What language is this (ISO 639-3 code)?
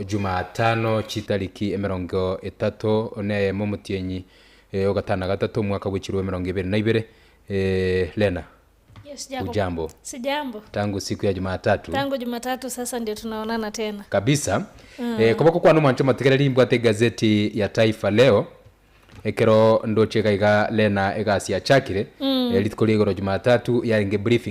guz